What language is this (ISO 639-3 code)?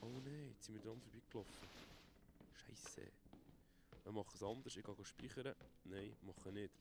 gsw